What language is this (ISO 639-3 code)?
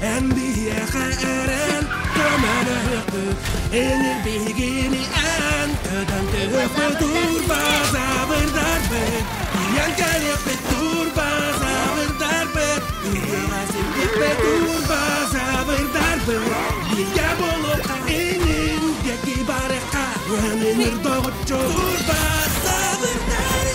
sah